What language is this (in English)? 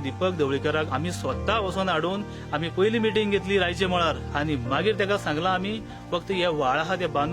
Konkani